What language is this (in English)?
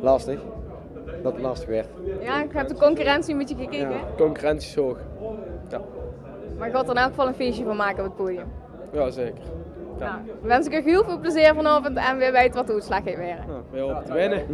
Limburgish